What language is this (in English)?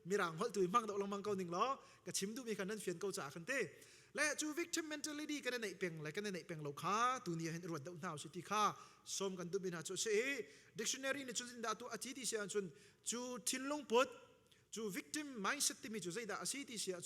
Hakha Chin